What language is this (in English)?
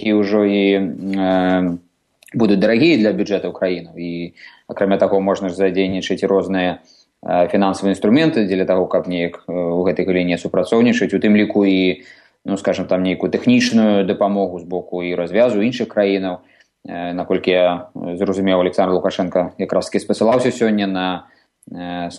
Belarusian